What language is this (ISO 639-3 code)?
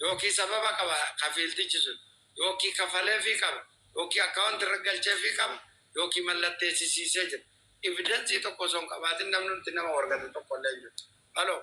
orm